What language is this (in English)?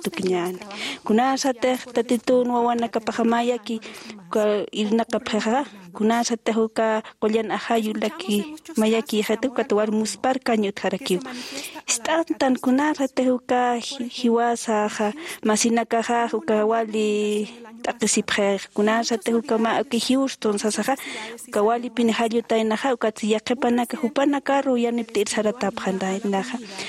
Aymara